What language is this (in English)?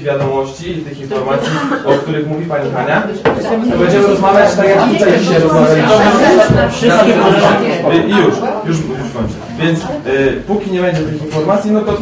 Polish